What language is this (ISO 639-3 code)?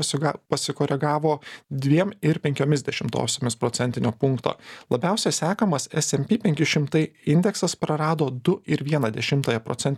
lit